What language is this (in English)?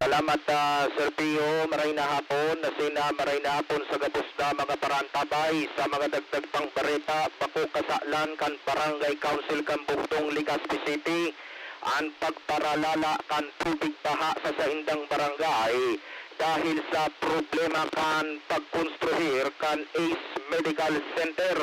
Bikol